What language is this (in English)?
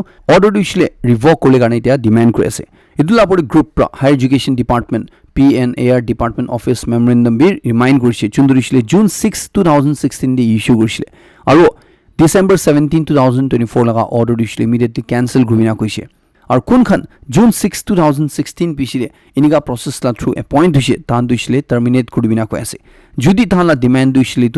Naga Pidgin